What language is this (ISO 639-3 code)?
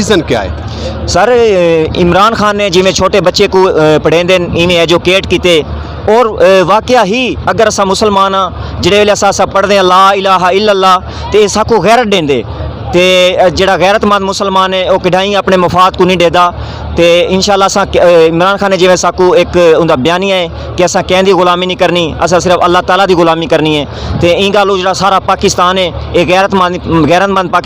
skr